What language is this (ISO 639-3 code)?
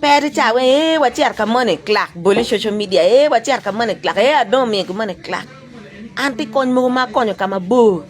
ach